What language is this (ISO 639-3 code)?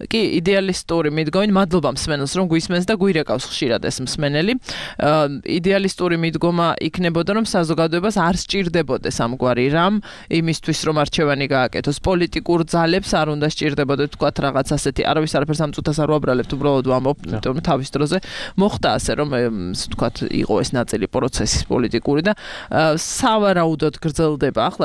kat